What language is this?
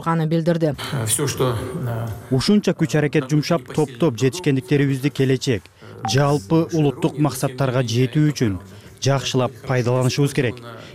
Kyrgyz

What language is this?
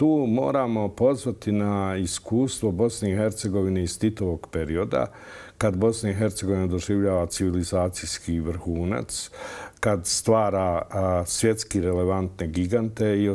Bosnian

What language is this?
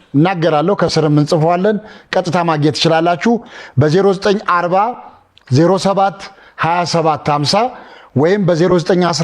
Amharic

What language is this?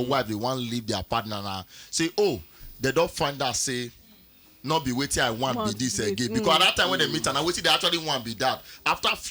Nigerian Pidgin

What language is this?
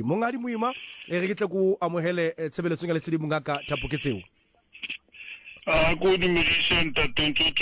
Southern Sotho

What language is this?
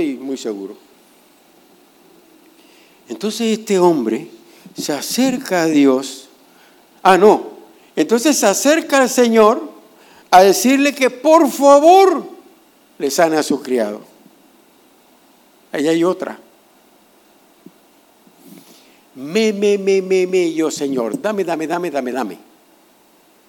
Spanish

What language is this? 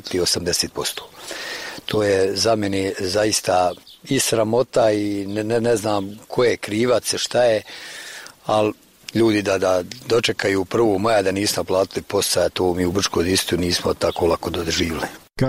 Bosnian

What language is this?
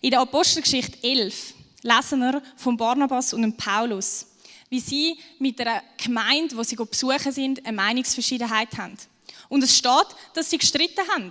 Swiss German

